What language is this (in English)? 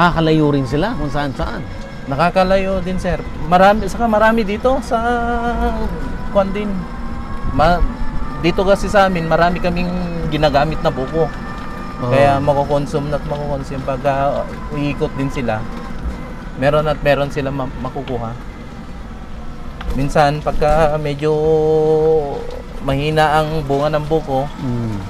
Filipino